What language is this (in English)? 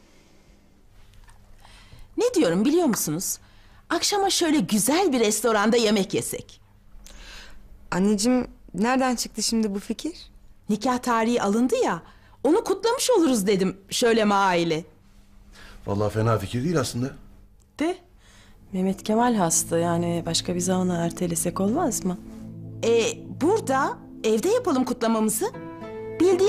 Turkish